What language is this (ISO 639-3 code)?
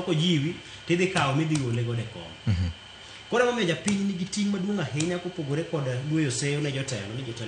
luo